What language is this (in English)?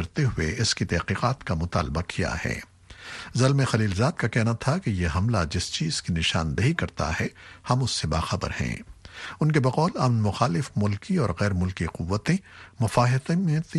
Urdu